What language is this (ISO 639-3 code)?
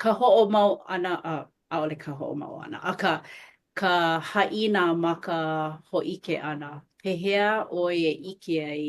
haw